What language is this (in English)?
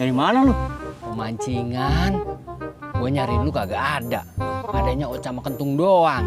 Betawi